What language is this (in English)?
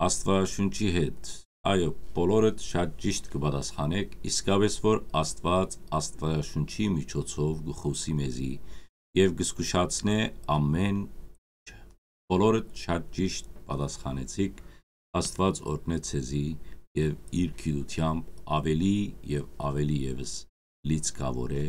Western Armenian